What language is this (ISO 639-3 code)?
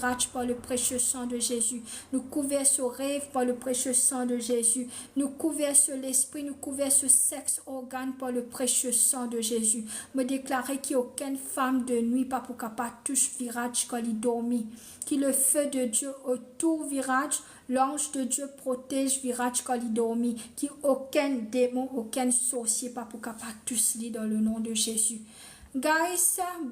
mfe